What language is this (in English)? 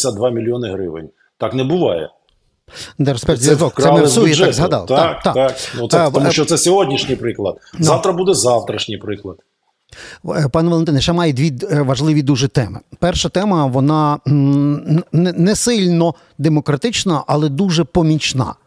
Ukrainian